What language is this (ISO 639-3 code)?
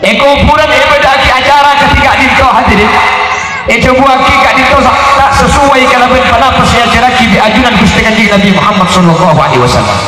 mad